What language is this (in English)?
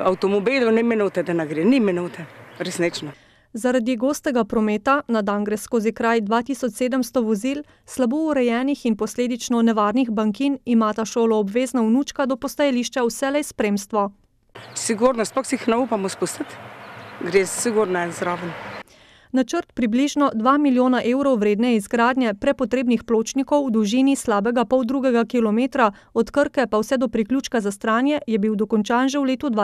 Slovenian